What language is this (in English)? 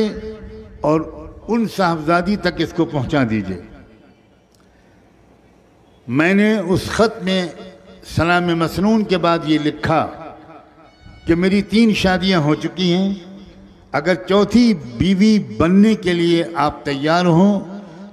Urdu